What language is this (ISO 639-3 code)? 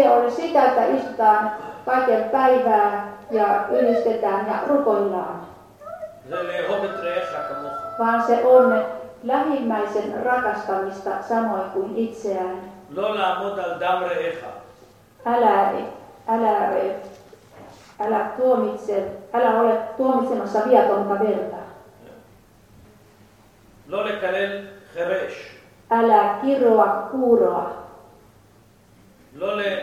fin